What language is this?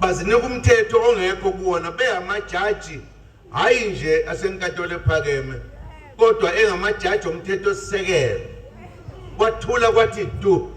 Zulu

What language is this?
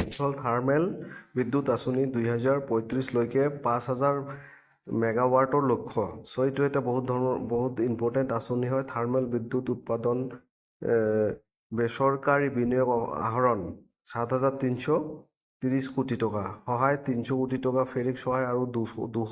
Assamese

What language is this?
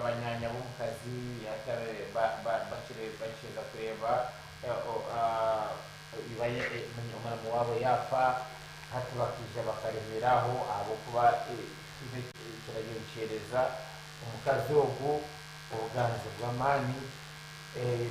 Nyankole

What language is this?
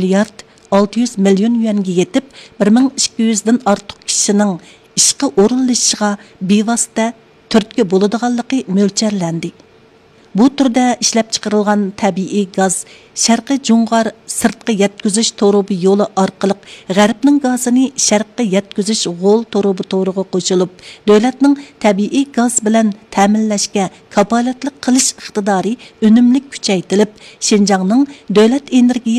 Uyghur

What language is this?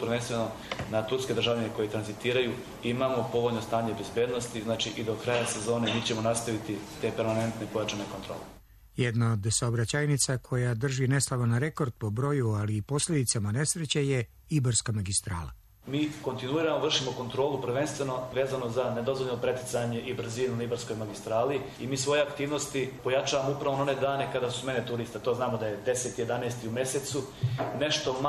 Serbian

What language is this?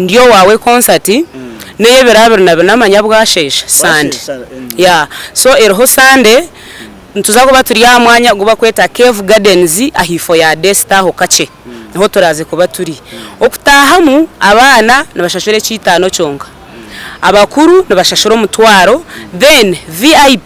Nyankole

